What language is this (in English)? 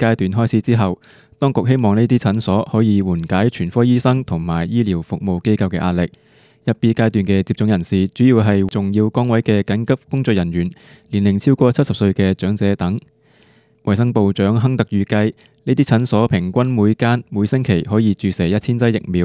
Cantonese